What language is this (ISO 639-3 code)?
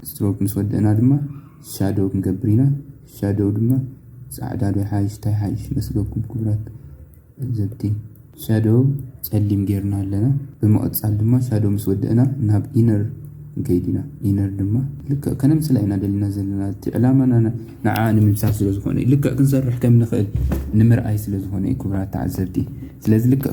tir